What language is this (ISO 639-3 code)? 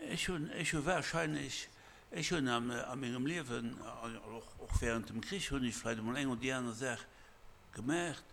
ltz